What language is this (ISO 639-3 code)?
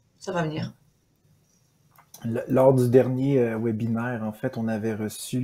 fra